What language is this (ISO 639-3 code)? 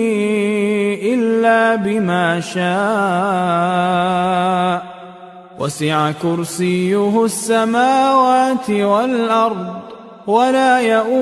ara